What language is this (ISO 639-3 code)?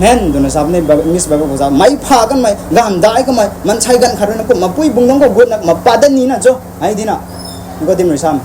nbu